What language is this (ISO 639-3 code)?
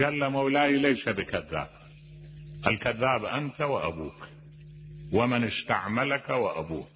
acm